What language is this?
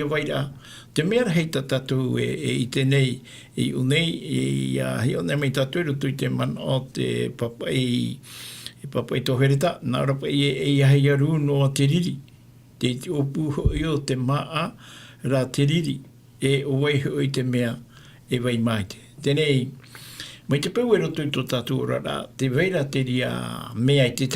Tahitian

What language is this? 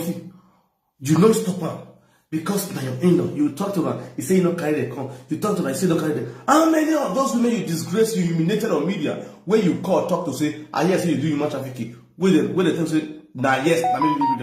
Nigerian Pidgin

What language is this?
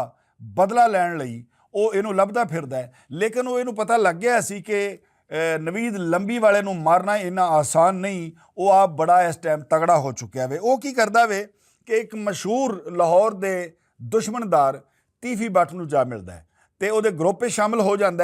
Western Panjabi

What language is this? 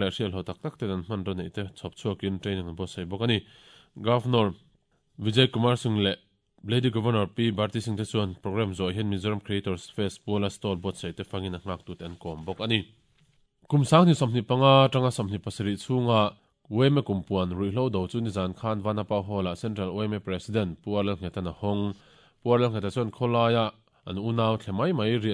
Mizo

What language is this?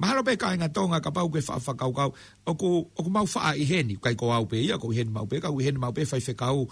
Tongan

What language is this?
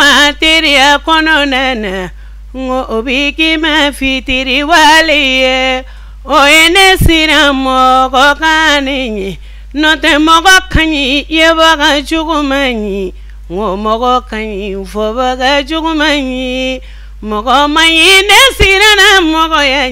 Bambara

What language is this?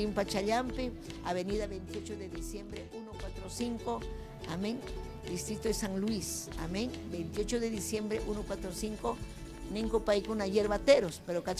Ayacucho Quechua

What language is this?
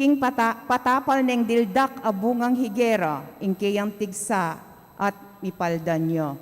Pampanga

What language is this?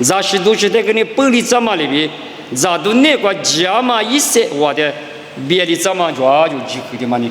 Lisu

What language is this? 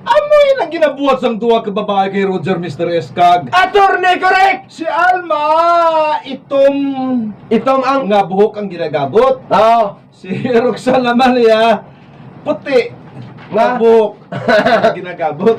Hiligaynon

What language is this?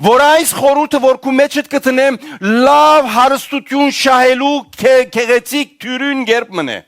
Western Armenian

